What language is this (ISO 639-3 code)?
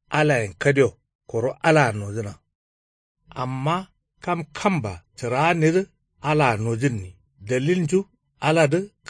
kau